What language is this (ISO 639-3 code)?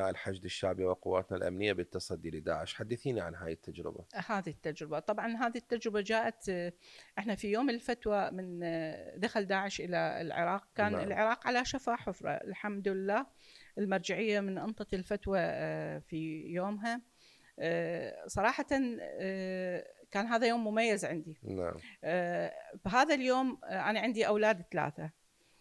acm